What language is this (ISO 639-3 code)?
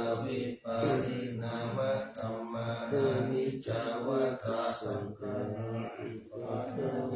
pli